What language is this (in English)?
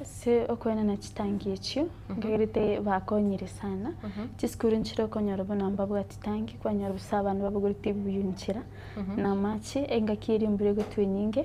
Gusii